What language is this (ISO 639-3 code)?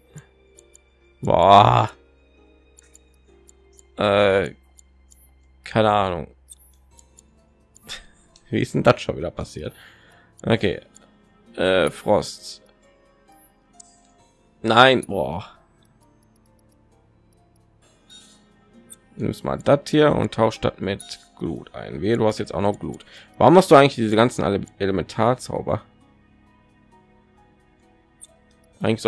deu